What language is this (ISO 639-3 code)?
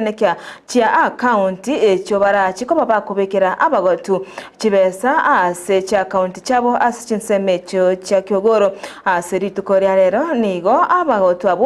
guz